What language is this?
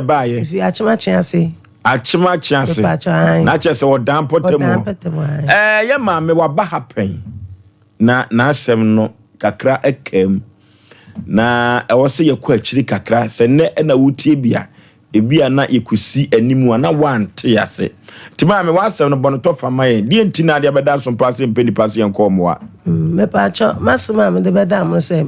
Akan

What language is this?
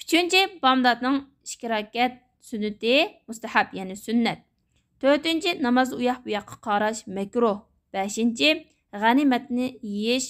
Uyghur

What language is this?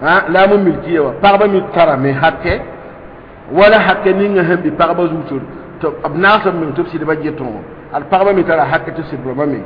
Mossi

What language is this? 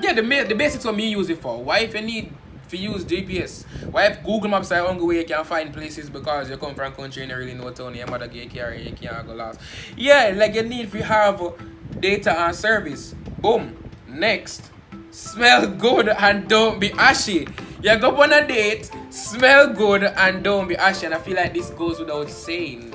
Jamaican Creole English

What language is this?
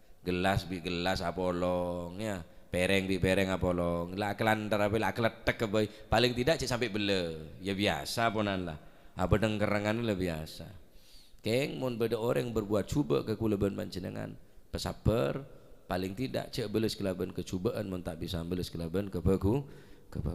Madurese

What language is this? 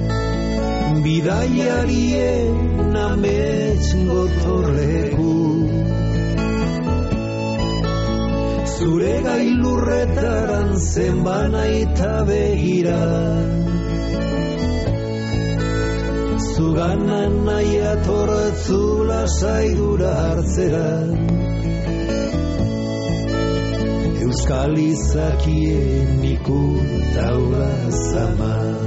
Basque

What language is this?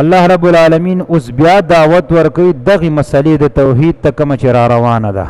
Pashto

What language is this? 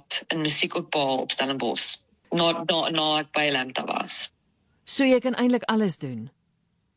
Afrikaans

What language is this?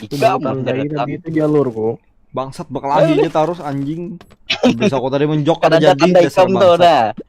Banjar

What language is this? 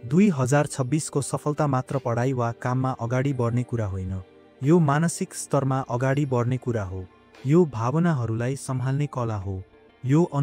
Nepali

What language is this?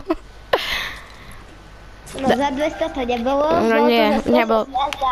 Slovak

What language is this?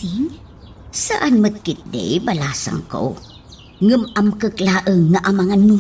Iloko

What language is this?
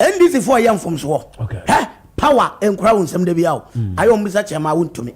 Akan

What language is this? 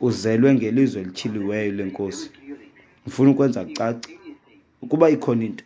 Xhosa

